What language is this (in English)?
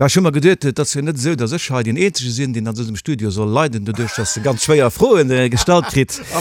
Luxembourgish